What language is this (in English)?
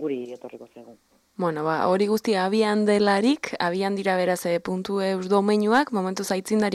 Basque